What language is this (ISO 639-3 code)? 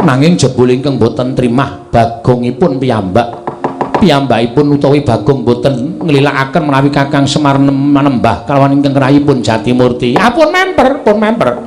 jav